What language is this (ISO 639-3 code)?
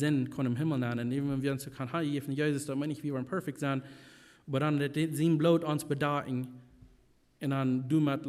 pdt